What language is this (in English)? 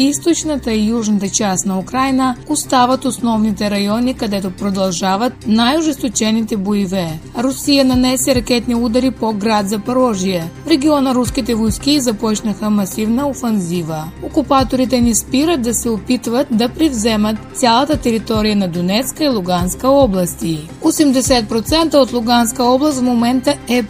Bulgarian